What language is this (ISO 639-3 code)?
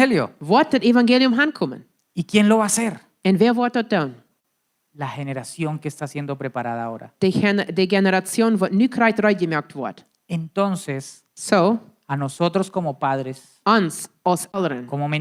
pdt